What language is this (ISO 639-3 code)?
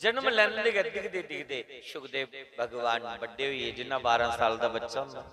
doi